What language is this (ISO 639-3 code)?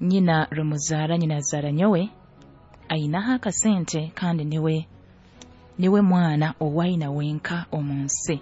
nyo